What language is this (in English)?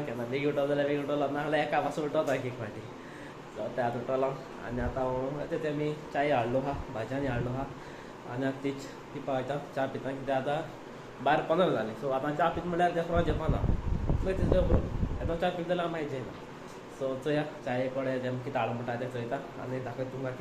Konkani